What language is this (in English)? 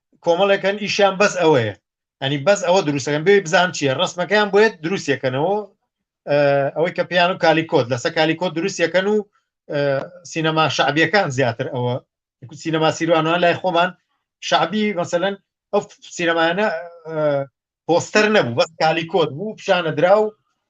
Central Kurdish